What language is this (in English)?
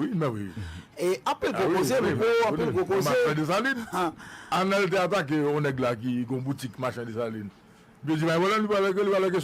Haitian Creole